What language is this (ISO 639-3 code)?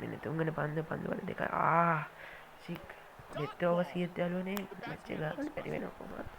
sin